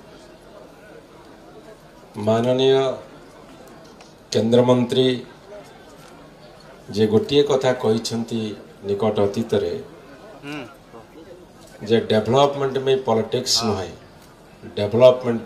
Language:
Odia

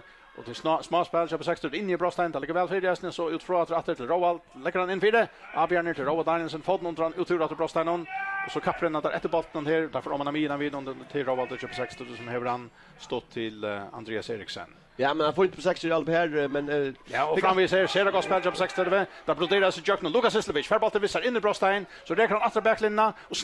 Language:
Faroese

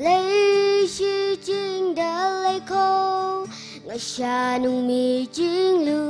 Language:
Tangkhul Naga (India)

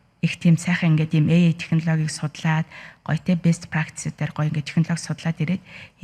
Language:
Mongolian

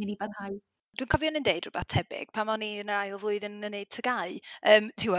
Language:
Welsh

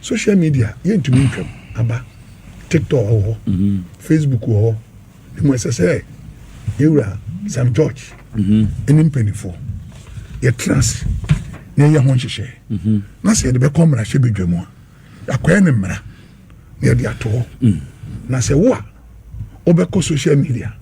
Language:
Akan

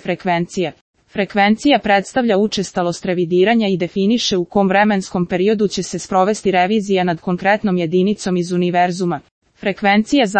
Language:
Serbian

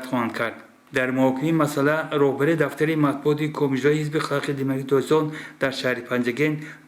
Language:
Tajik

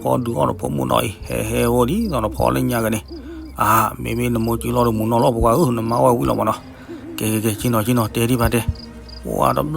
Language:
S'gaw Karen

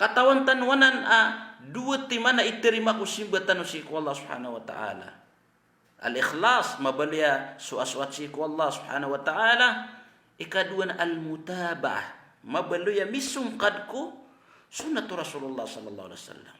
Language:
Maranao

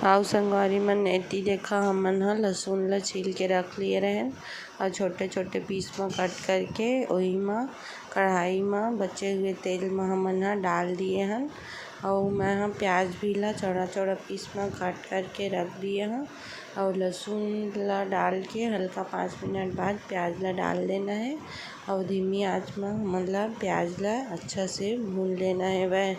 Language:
Chhattisgarhi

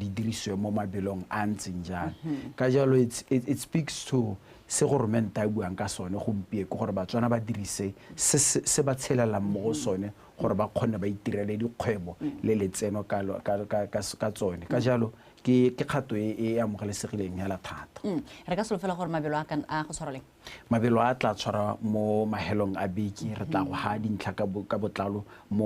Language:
Tswana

